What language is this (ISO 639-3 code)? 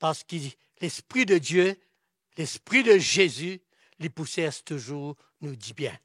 mfe